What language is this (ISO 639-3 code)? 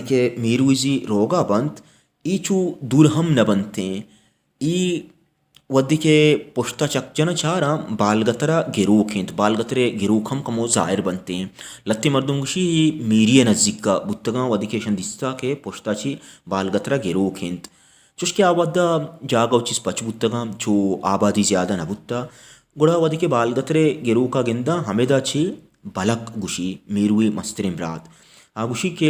bal